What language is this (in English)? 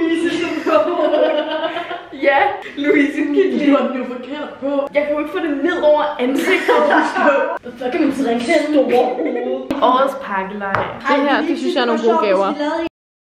Danish